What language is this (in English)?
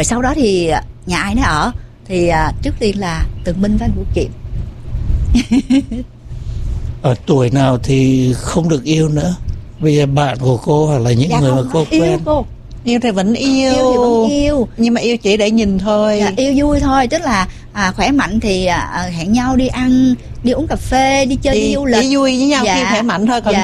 Vietnamese